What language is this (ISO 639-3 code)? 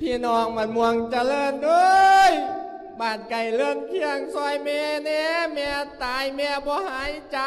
lao